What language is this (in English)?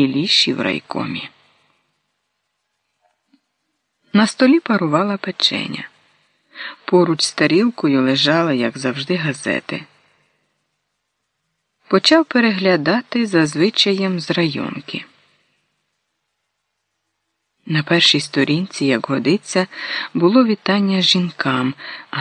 Ukrainian